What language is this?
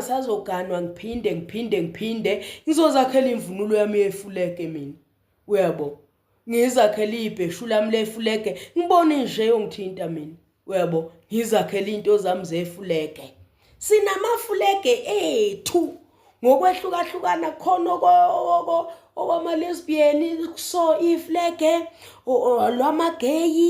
Zulu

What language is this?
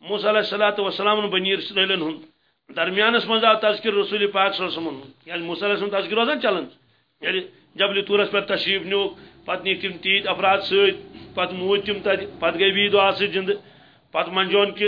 Kashmiri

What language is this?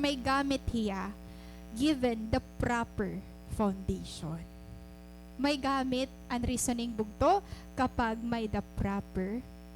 Waray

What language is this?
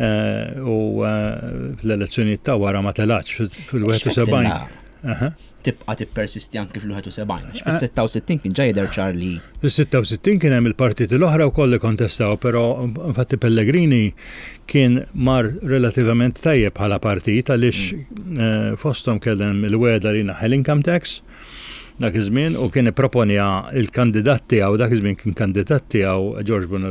Maltese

